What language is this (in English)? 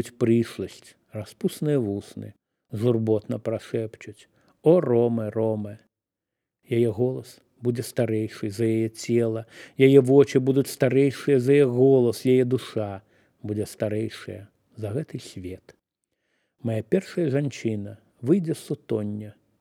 Belarusian